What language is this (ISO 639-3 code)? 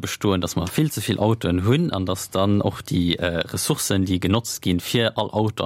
ltz